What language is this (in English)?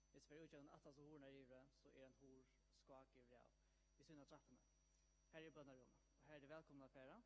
Faroese